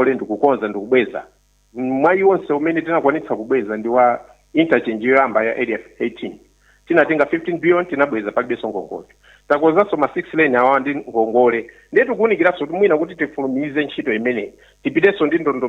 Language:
Nyanja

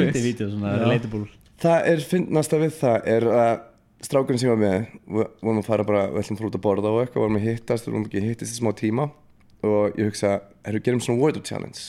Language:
Icelandic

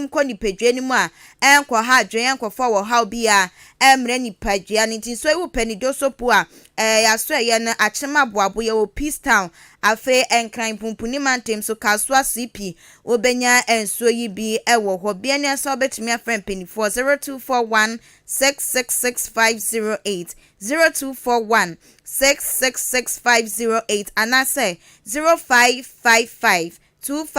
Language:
Akan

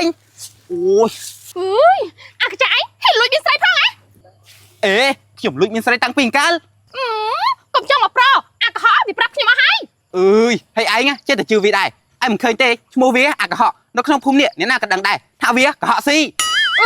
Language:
Khmer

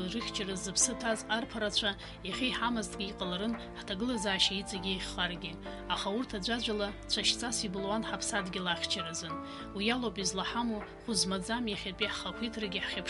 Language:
Abkhazian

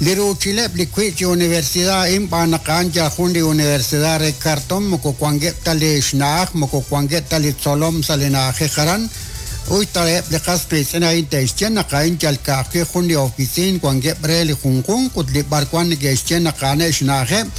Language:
Kekchí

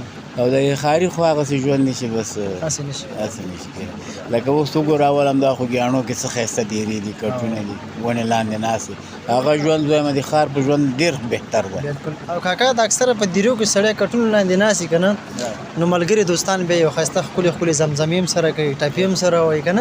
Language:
Pashto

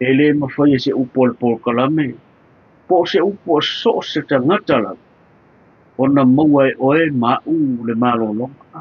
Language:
Samoan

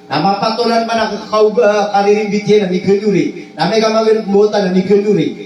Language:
Maranao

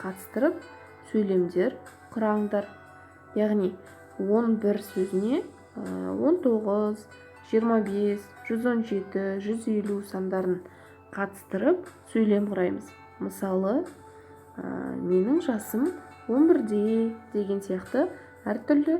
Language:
Kazakh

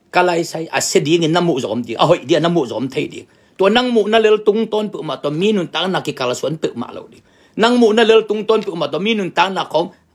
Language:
Tedim Chin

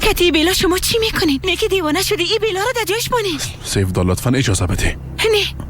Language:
Persian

